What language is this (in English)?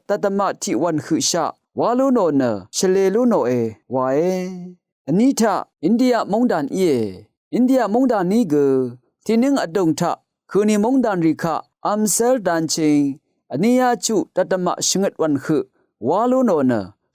Rawang